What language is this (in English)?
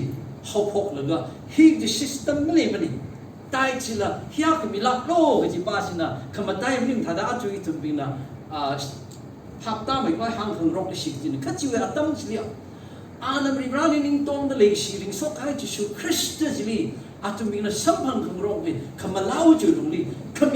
Tangkhul Naga (India)